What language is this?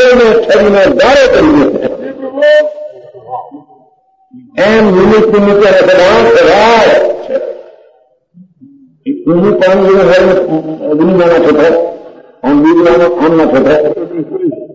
Gujarati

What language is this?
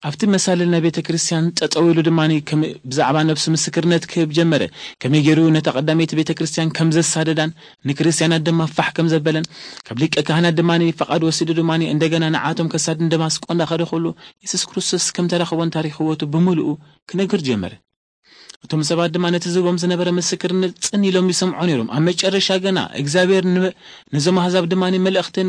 Tigrinya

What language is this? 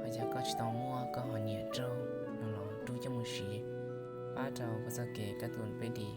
Hmong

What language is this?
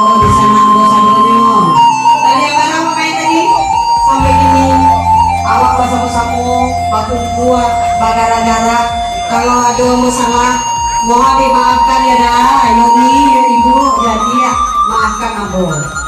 Minangkabau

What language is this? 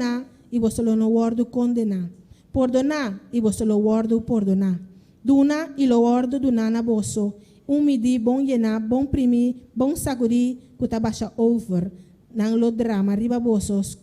Papiamento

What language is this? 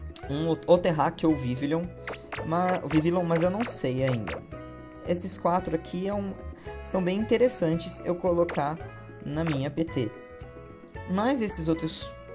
Portuguese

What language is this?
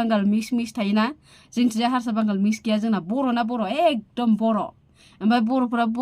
Bodo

